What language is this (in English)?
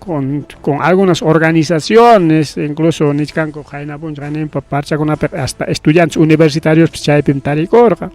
Ayacucho Quechua